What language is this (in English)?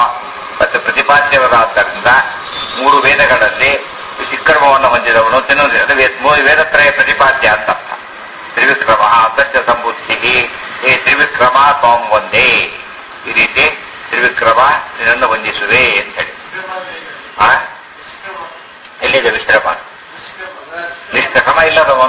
Kannada